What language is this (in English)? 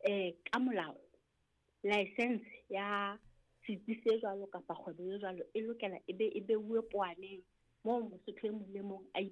Southern Sotho